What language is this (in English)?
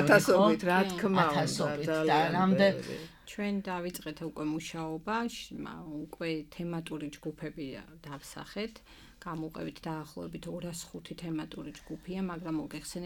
Georgian